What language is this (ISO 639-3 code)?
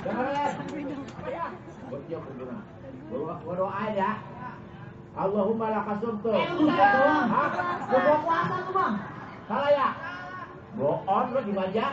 bew